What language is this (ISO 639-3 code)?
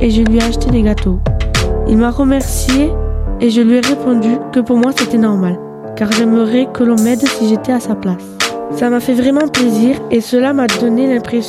fra